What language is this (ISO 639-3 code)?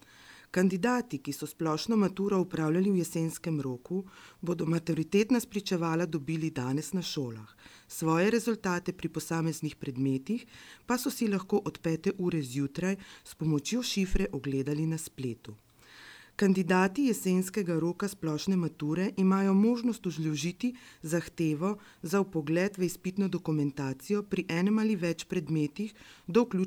slv